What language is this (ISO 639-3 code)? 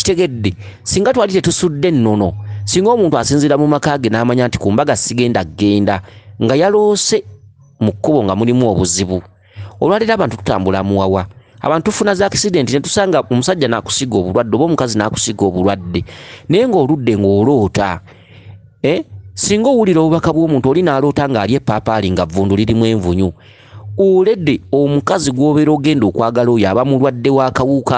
lug